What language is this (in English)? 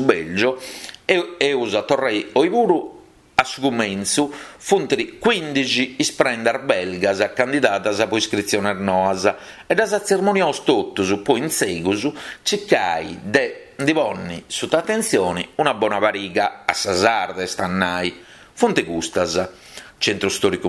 Sardinian